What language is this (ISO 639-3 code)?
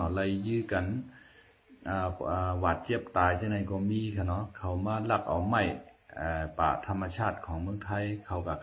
shn